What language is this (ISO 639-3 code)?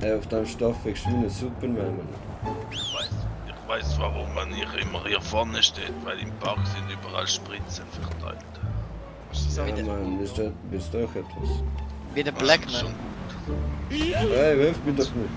gsw